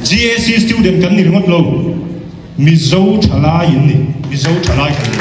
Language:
Mizo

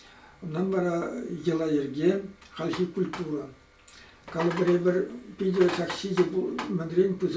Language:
Chuvash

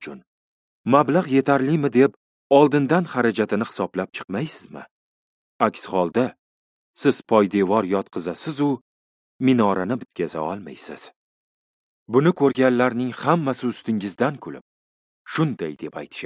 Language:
Uzbek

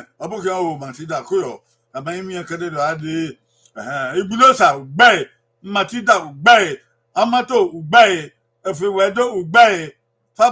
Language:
Bini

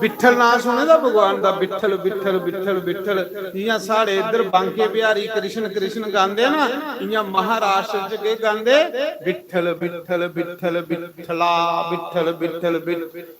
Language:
Dogri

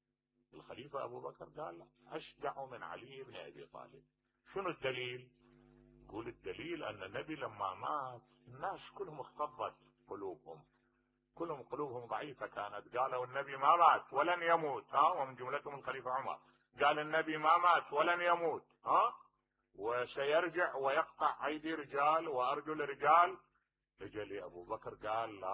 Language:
Mesopotamian Arabic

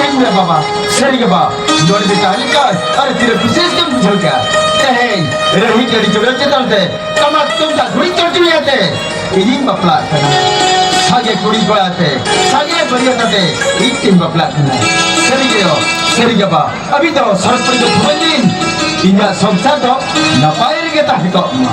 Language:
Santali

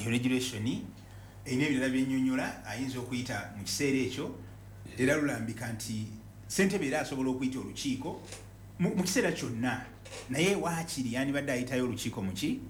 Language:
Ganda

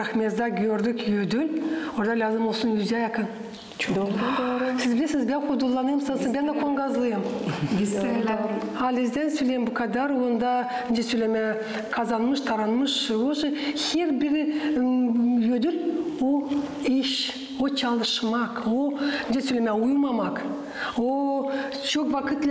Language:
Gagauz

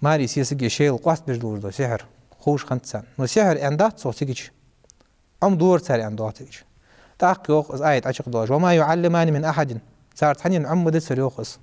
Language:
Ingush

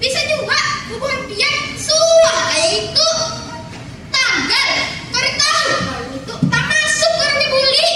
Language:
Banjar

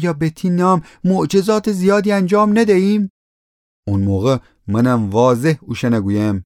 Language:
Gilaki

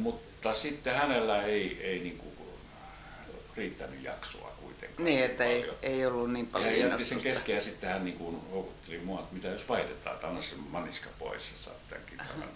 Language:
Finnish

